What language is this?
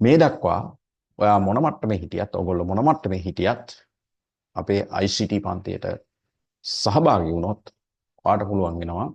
Sinhala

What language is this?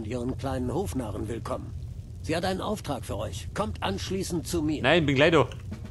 Bavarian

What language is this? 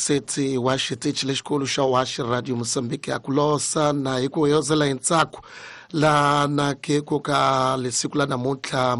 Tsonga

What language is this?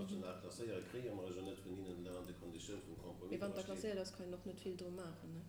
Luxembourgish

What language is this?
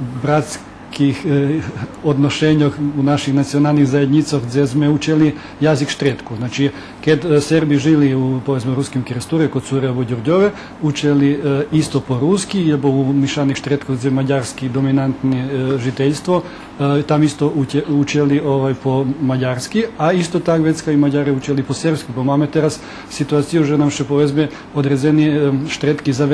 Rusyn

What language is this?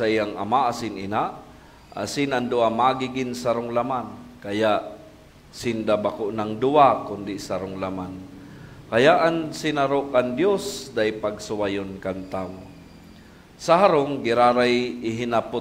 Bikol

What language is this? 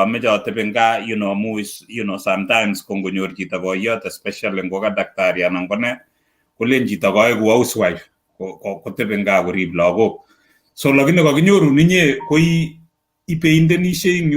Kalenjin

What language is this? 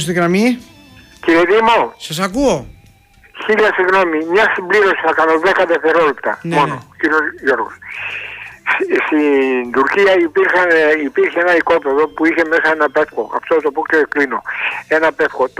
Greek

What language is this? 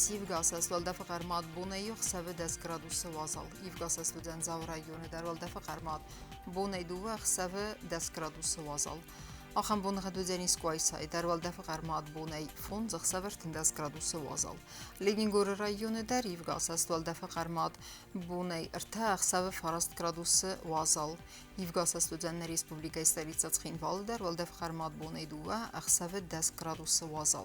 Ossetic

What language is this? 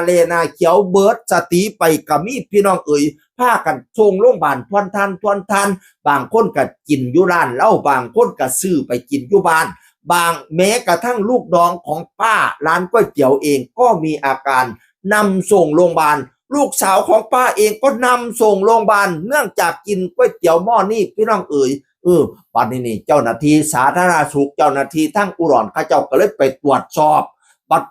Northeastern Thai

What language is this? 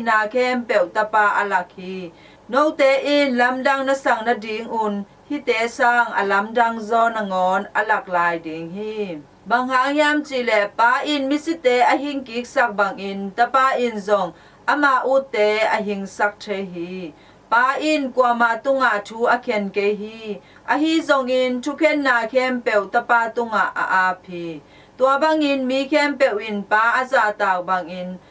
Tedim Chin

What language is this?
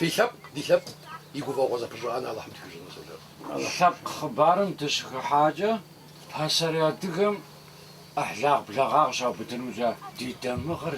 Kabardian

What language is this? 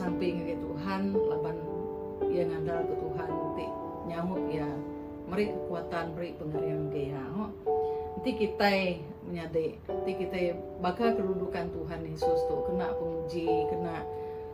Iban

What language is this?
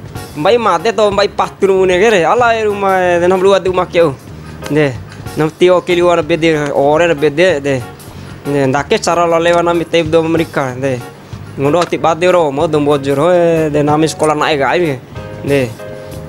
Bima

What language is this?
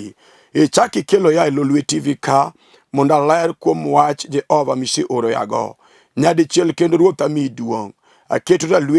Luo (Kenya and Tanzania)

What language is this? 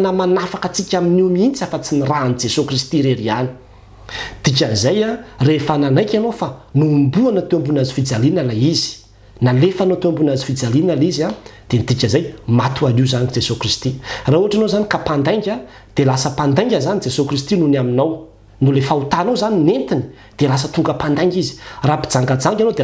Malagasy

